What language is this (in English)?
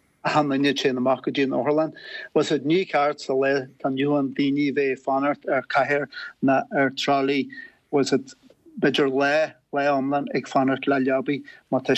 Irish